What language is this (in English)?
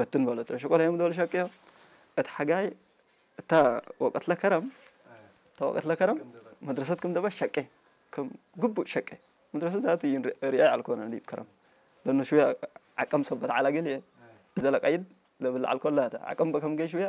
Tigrinya